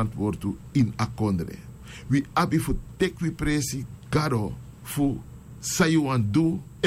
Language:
Sranan Tongo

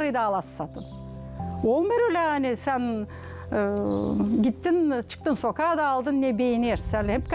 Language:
Gagauz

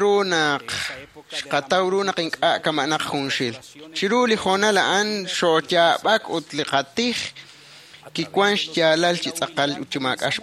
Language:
Kekchí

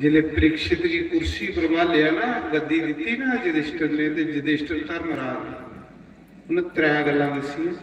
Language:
Dogri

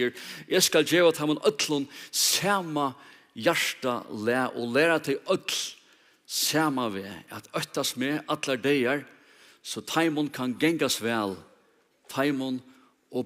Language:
Faroese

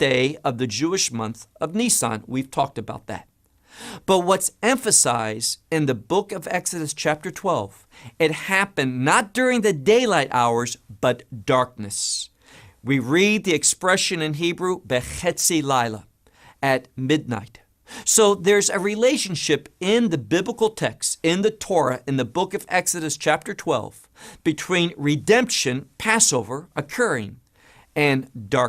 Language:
English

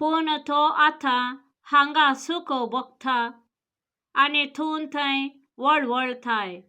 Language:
Konkani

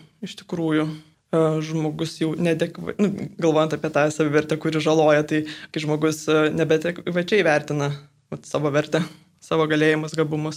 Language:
Lithuanian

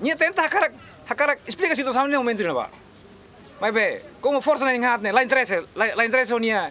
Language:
Tetum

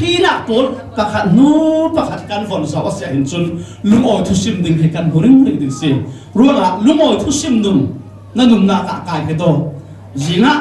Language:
Falam Chin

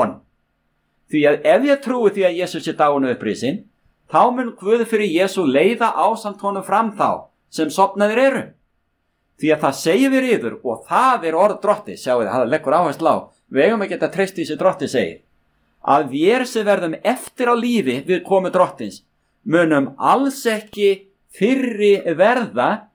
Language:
Icelandic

